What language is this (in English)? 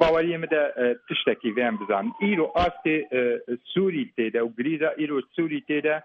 Kurdish